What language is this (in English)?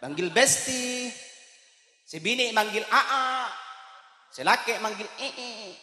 Madurese